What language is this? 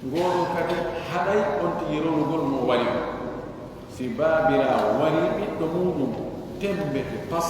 Pular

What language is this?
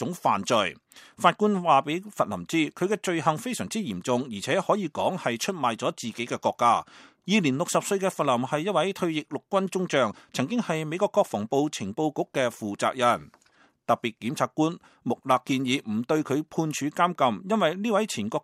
Cantonese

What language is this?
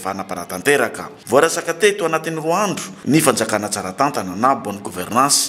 Malagasy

